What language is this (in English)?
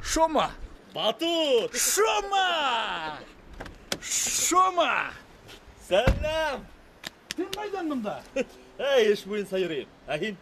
Bashkir